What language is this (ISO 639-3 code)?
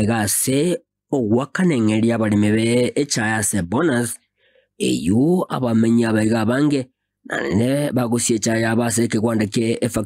guz